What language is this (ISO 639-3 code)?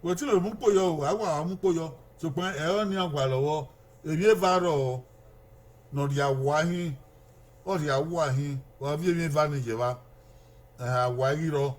bin